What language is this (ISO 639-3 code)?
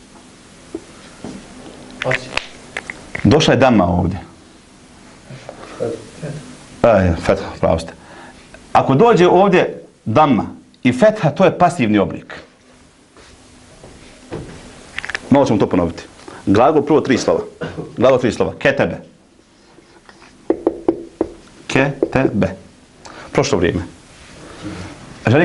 bos